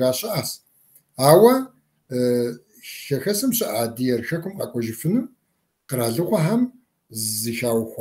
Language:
Kabardian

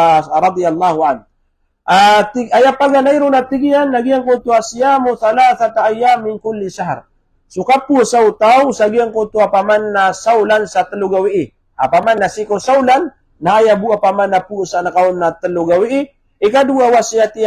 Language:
Maranao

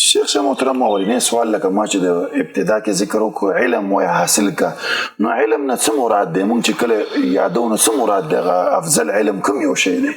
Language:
Pashto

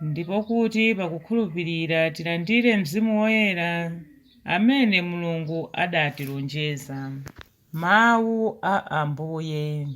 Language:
Nyanja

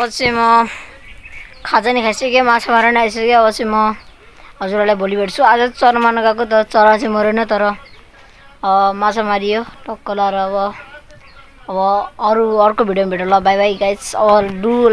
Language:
Nepali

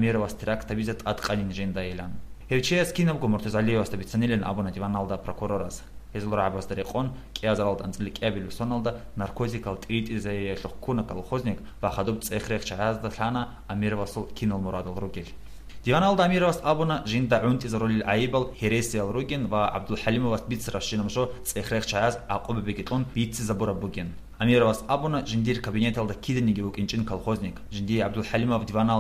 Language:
Avaric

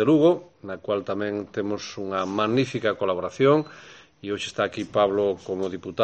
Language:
Galician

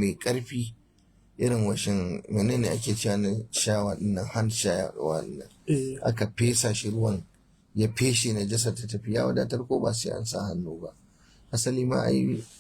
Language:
Hausa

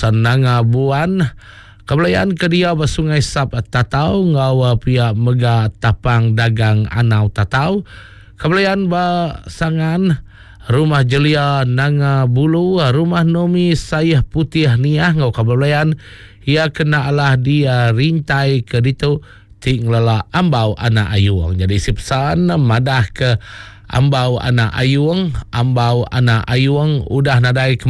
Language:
Iban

